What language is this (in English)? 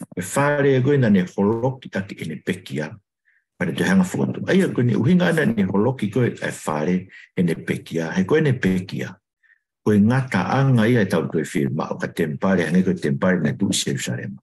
Tongan